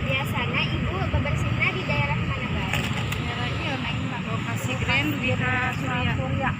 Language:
Sundanese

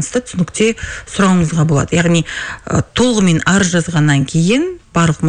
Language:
Kazakh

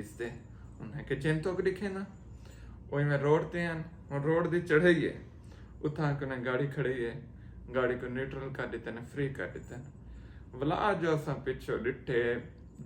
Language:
Saraiki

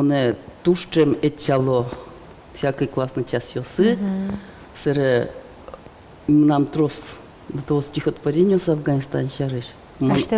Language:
Udmurt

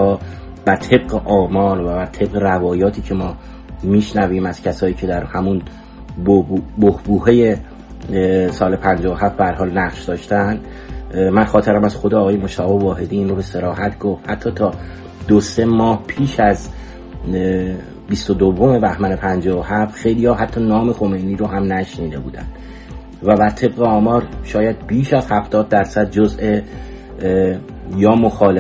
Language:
Persian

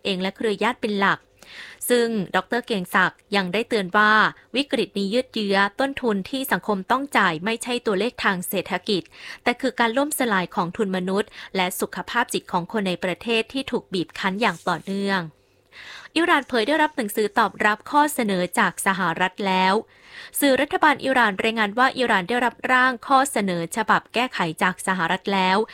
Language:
Thai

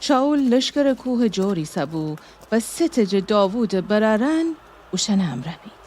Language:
Gilaki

